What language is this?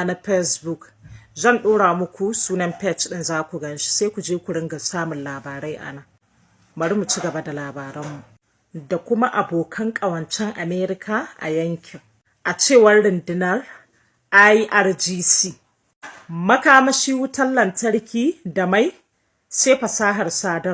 Hausa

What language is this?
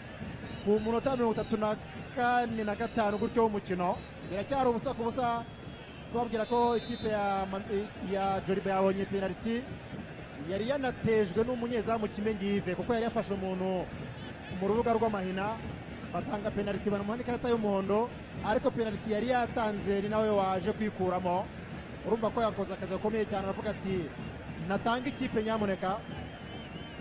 Kinyarwanda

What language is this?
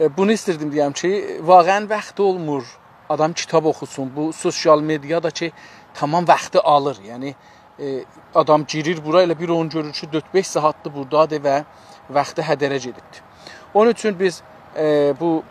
South Azerbaijani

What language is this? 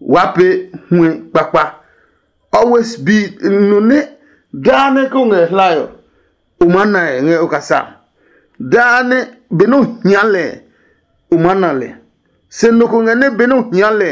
Adangme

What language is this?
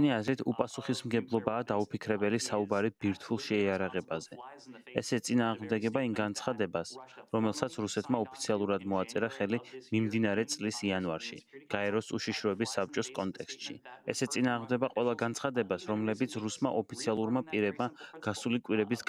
Georgian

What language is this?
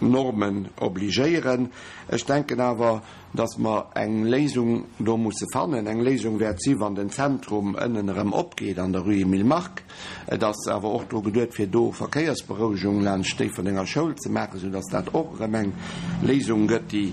Luxembourgish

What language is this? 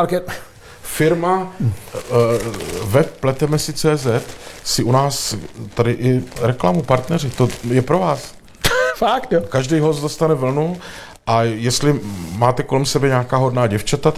Czech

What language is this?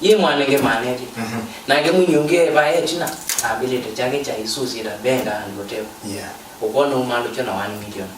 Kamba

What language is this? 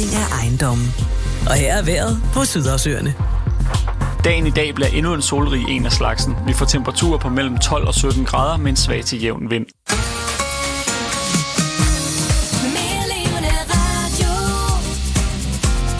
Danish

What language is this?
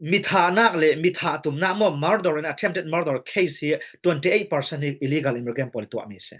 Falam Chin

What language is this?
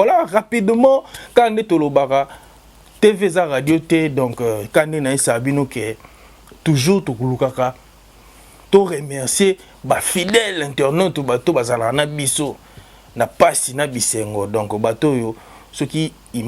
Lingala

